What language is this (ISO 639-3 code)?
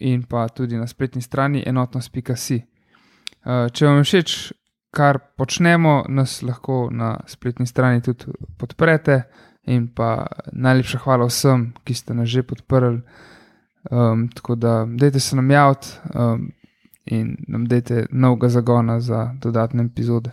slv